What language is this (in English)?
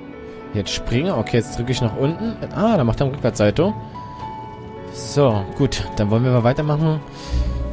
German